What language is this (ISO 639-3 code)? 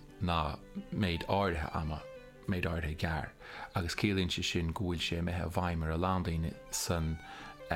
gle